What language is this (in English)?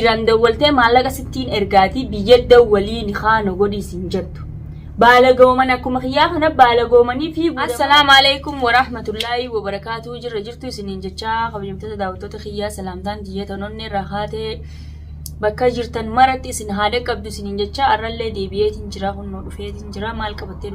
Oromo